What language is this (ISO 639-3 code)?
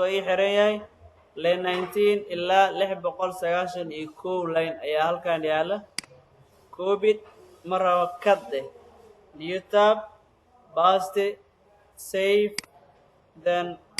som